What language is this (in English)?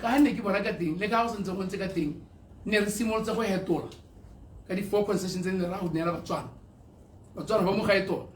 Tswana